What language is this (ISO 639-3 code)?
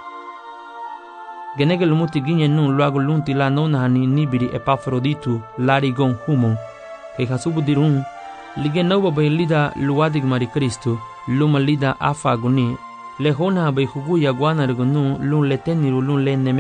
cab